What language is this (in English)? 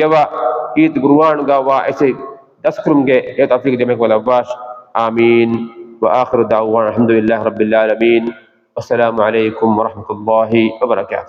Divehi